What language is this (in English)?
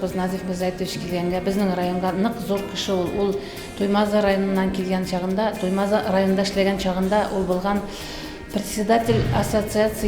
Bashkir